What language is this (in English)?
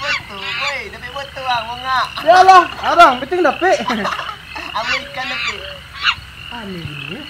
Minangkabau